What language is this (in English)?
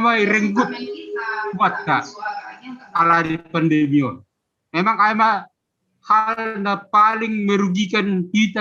Batak Simalungun